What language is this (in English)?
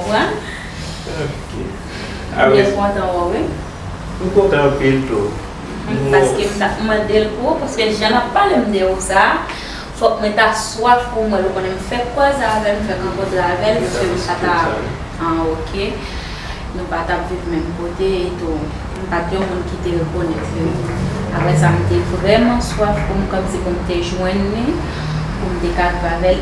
Haitian Creole